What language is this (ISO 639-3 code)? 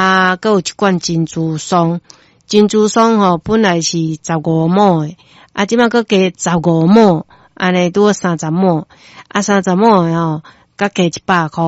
nan